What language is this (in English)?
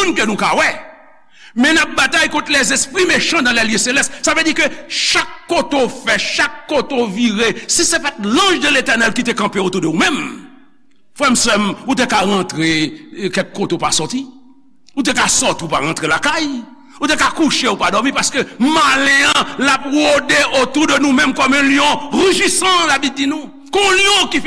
Haitian Creole